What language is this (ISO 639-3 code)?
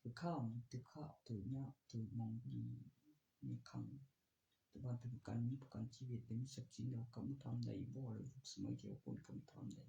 tts